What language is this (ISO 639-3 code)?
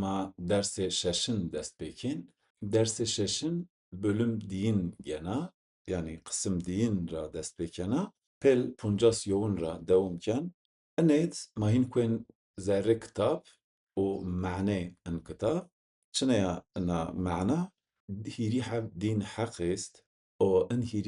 zza